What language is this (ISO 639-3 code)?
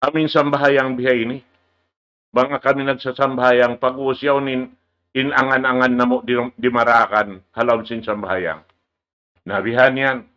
tsg